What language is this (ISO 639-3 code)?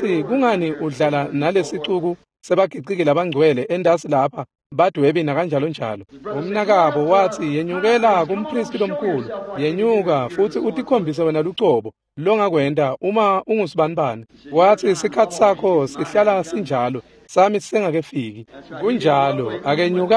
ssw